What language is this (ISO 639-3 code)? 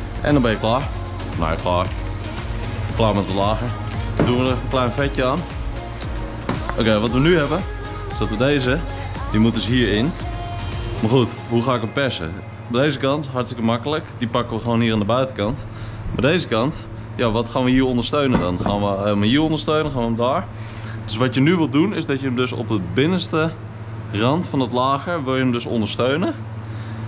nld